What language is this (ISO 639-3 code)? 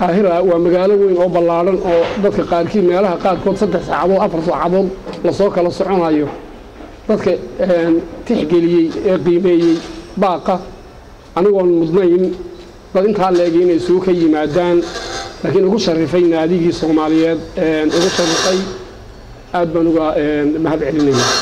som